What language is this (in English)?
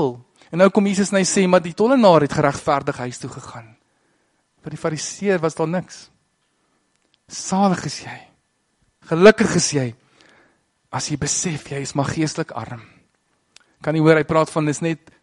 Afrikaans